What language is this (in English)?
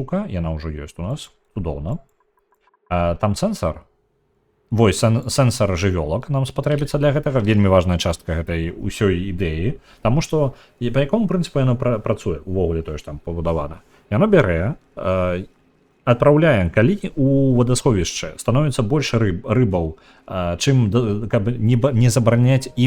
Belarusian